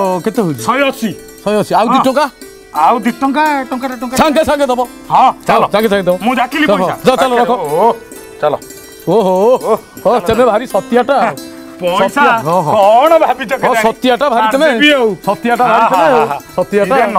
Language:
Odia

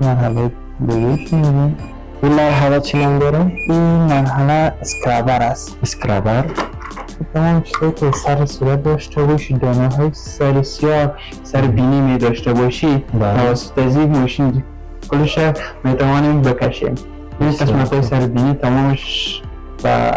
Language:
Persian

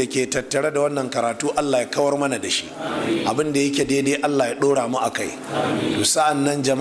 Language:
Hausa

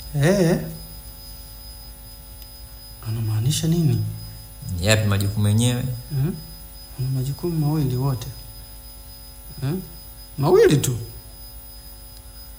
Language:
Swahili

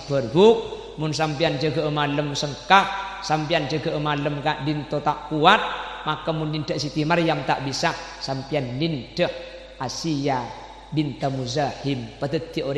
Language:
Madurese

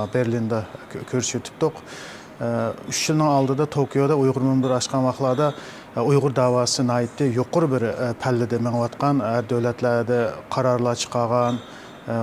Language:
Uyghur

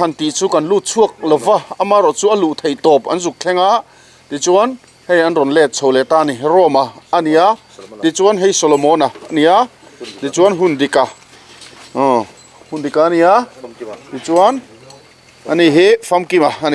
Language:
Mizo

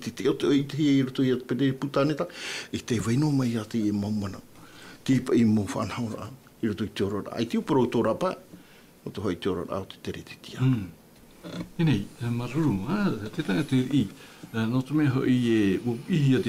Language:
Tahitian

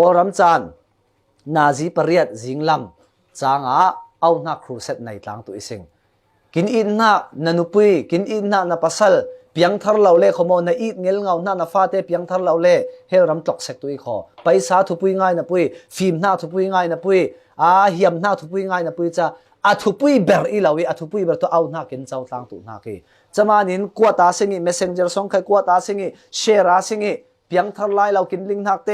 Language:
Falam Chin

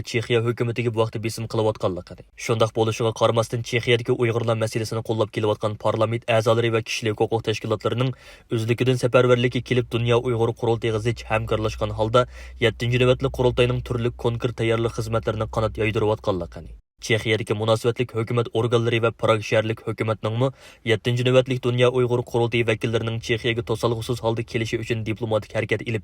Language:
Uyghur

